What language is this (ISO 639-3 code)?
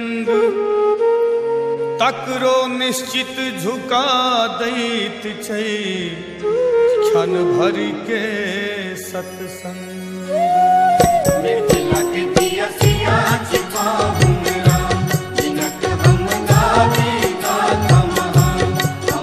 mai